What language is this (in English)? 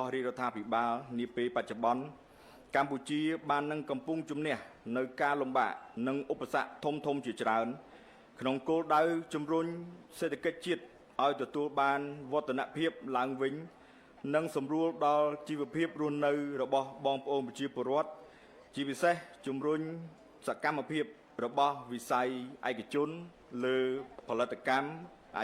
Khmer